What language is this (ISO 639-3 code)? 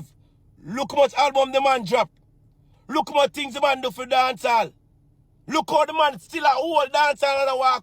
jam